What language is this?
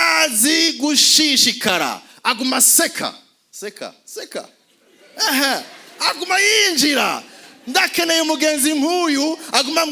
Rundi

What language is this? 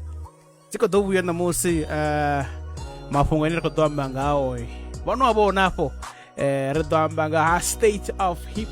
Venda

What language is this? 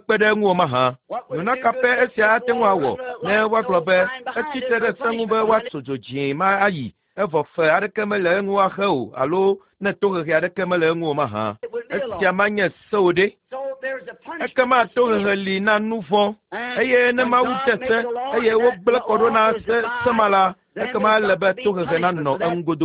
Ewe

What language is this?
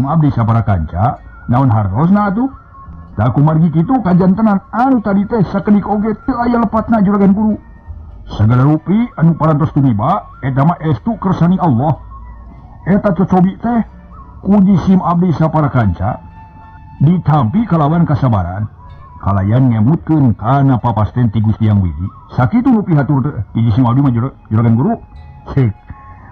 Sundanese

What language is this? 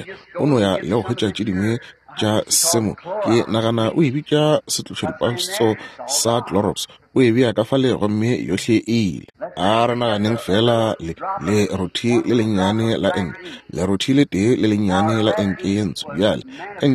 Northern Sotho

